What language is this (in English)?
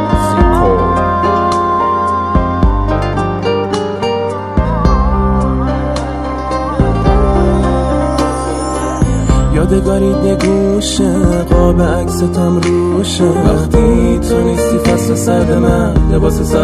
Persian